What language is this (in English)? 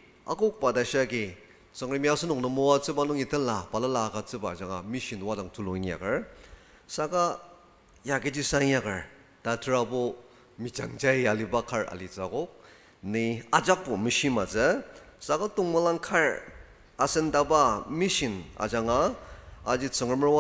Ao Naga